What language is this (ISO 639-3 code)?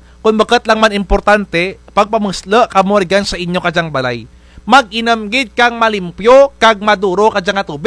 krj